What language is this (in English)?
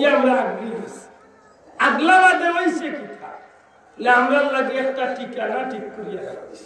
Sylheti